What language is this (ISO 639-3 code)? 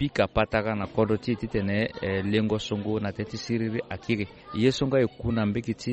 sag